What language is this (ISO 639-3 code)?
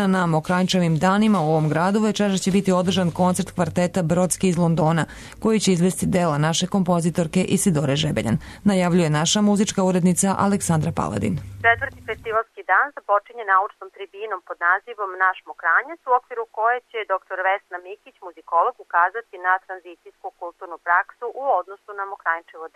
srp